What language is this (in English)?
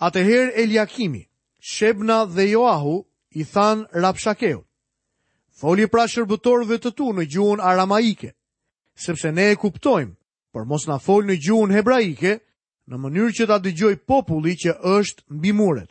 Albanian